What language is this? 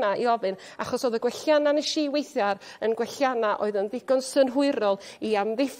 Welsh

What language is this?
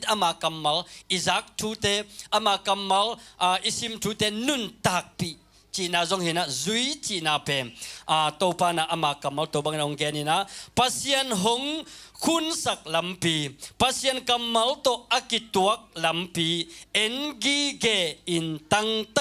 Tedim Chin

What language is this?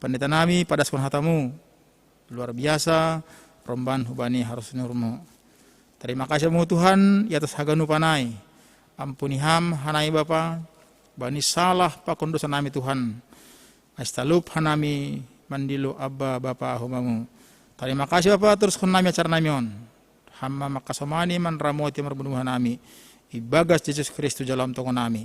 Batak Simalungun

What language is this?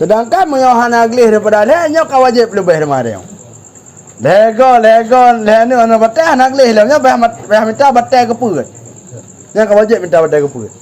Achinese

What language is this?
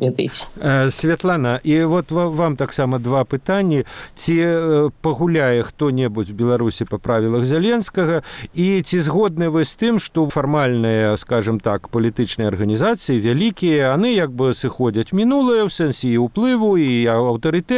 Belarusian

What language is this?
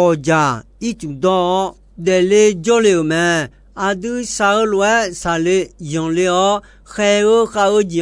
Akha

